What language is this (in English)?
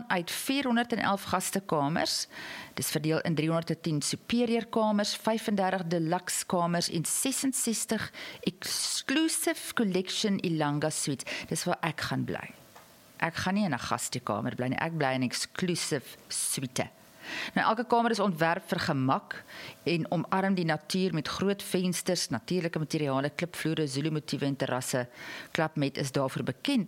Afrikaans